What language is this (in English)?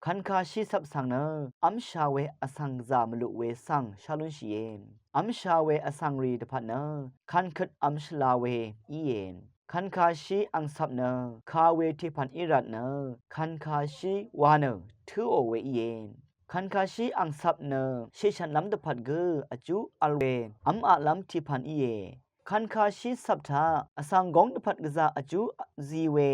Rawang